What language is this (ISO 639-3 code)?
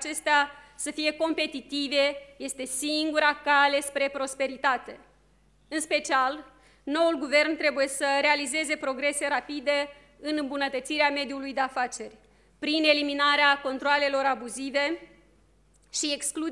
ron